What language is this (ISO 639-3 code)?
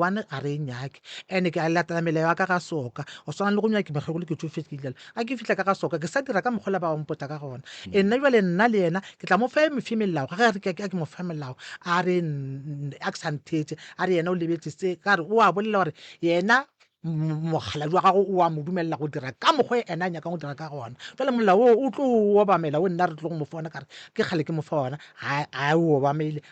nso